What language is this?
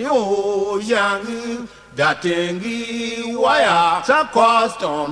Tiv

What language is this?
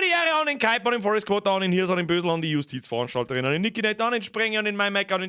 Bavarian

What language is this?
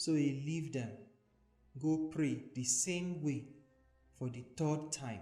Nigerian Pidgin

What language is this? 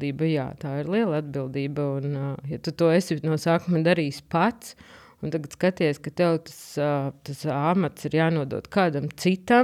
Latvian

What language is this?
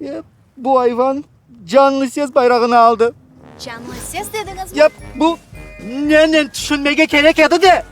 Crimean Tatar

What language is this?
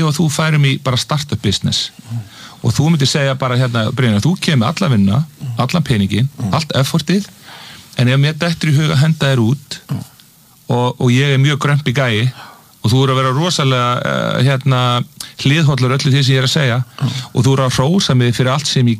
Icelandic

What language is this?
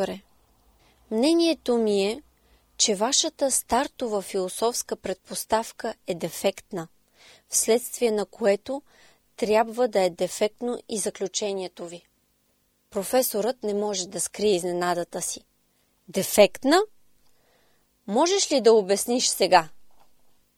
Bulgarian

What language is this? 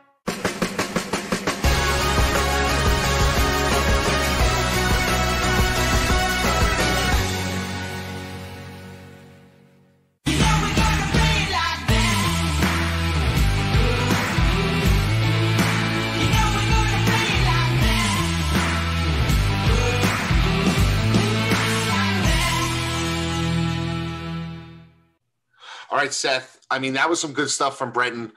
English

